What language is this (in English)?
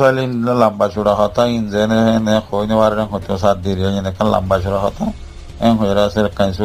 Rohingya